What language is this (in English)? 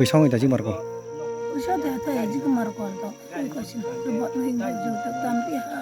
Kok Borok